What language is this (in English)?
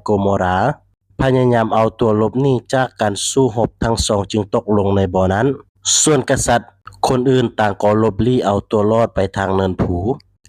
Lao